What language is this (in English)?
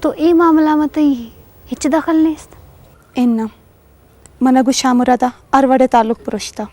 Eastern Balochi